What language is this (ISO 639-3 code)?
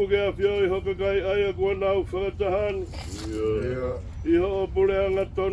ton